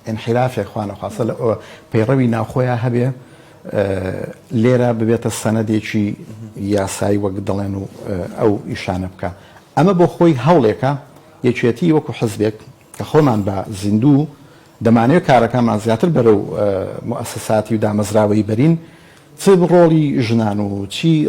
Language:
Central Kurdish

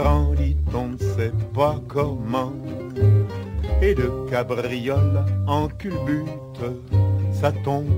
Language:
French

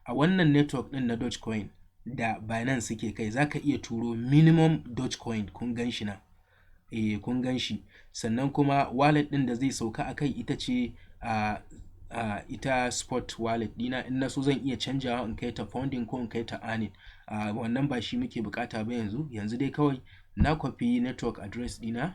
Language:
Hausa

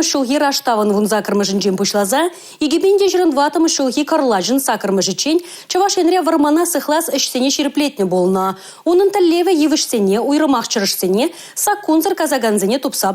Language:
Chuvash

